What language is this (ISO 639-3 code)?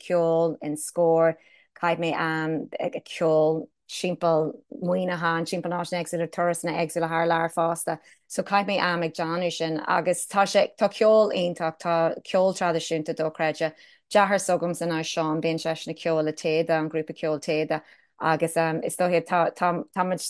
gle